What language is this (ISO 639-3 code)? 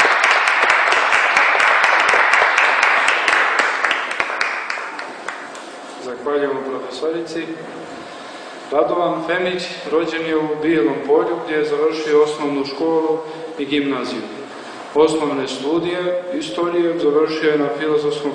srp